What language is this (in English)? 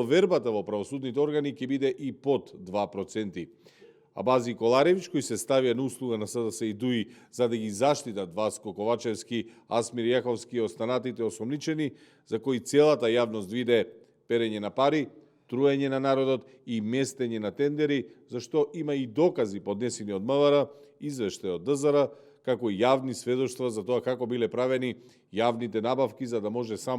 Macedonian